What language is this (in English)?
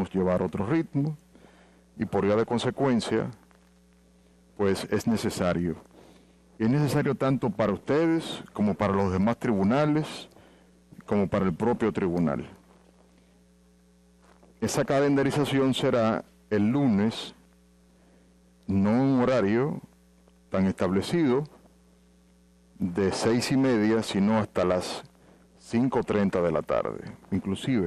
Spanish